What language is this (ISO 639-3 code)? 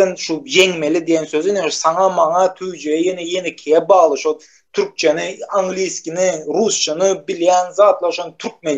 tuk